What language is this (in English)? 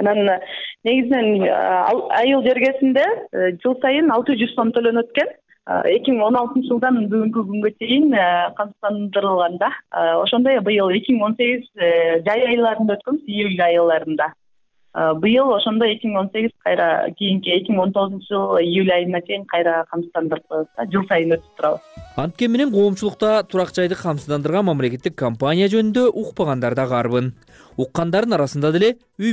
Kyrgyz